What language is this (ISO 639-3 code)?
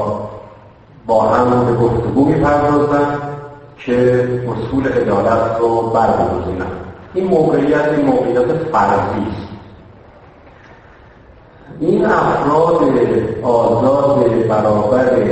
fas